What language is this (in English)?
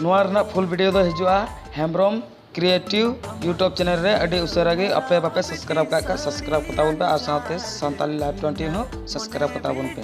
Santali